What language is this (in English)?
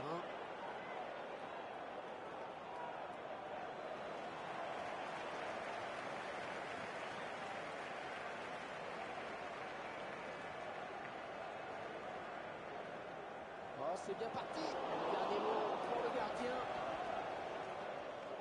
French